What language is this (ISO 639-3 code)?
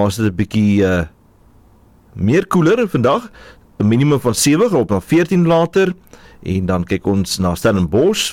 afr